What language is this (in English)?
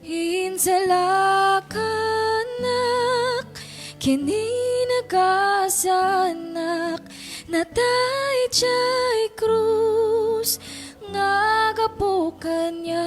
Iloko